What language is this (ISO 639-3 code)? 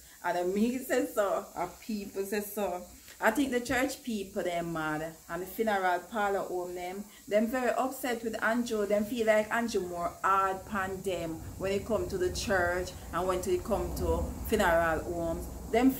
jam